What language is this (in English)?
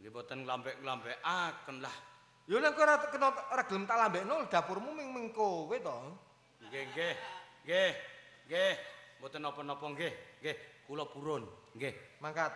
Javanese